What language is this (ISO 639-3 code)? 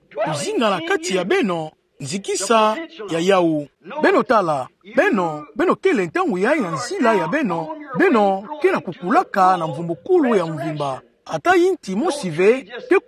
ktu